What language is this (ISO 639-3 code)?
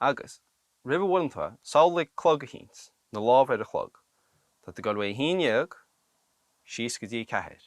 gle